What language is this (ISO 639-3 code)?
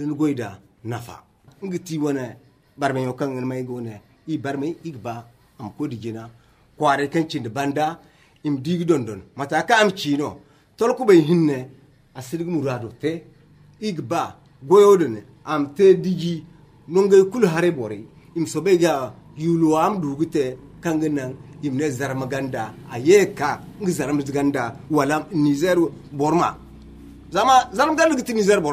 dje